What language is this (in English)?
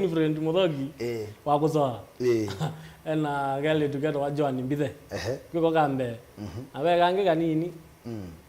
Kamba